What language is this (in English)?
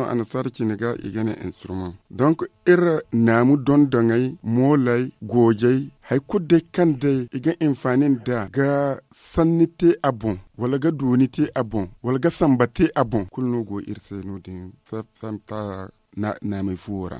Zarma